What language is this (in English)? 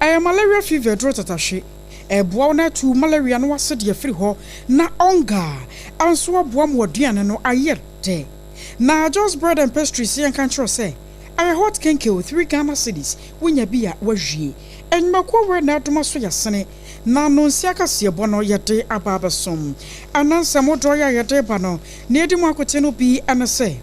Akan